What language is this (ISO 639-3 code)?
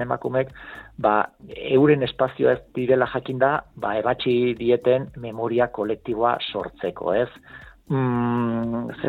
eus